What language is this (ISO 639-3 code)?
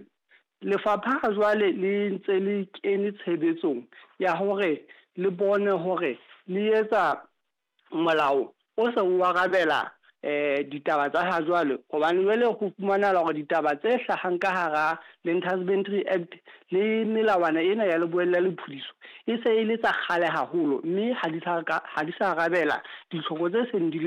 sot